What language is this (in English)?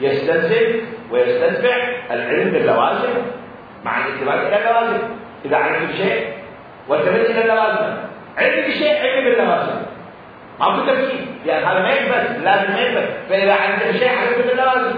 Mesopotamian Arabic